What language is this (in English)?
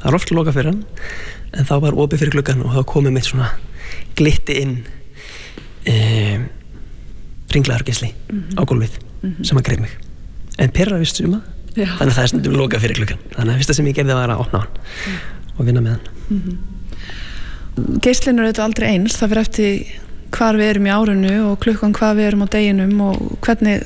Icelandic